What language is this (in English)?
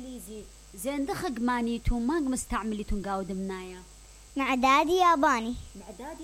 Mesopotamian Arabic